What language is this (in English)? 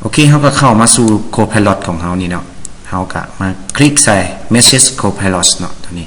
Lao